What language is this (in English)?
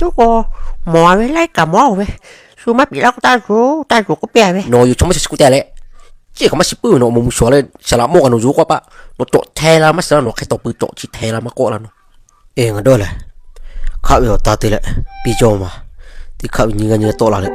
Lahu